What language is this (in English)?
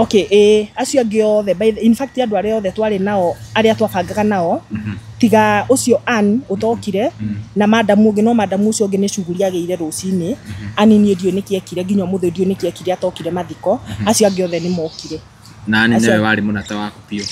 Kikuyu